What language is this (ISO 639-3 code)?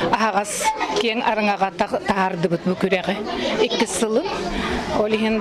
sah